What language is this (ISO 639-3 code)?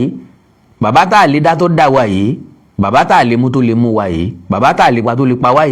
yor